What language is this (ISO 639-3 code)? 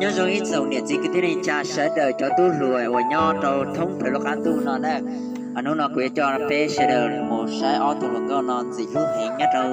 hmn